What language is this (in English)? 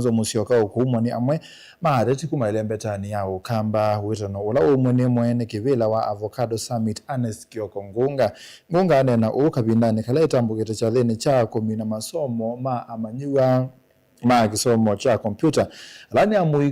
Kamba